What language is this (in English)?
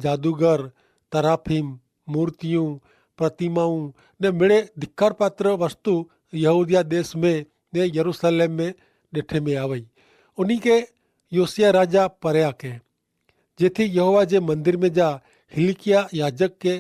Kachhi